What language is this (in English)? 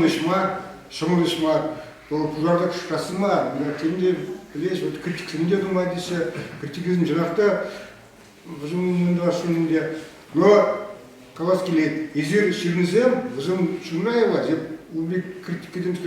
Chuvash